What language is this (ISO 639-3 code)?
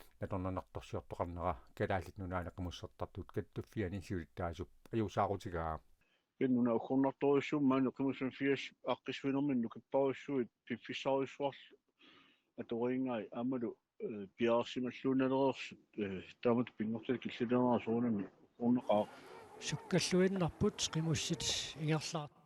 kal